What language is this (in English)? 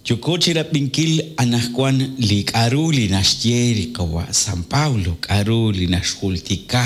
Kekchí